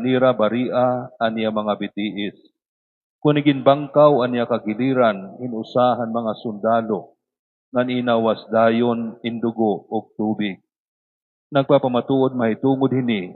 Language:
Waray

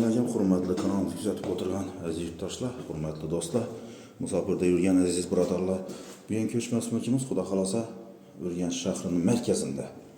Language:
Uzbek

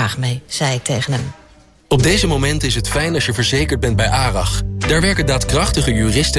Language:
Dutch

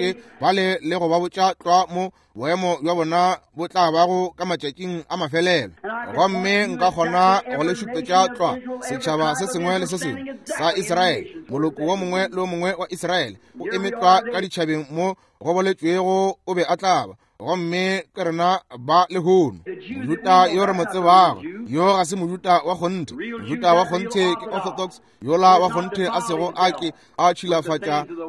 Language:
Northern Sotho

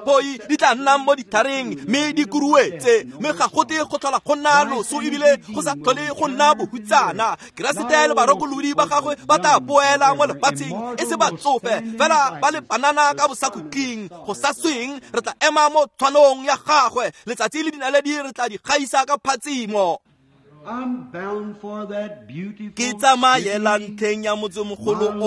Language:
Tswana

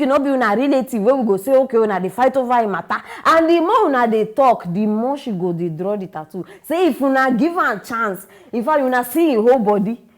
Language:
Nigerian Pidgin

